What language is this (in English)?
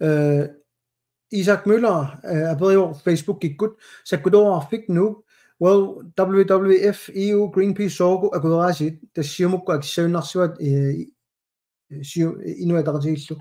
Kalaallisut